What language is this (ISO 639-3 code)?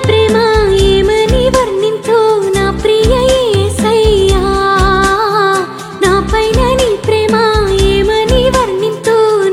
tel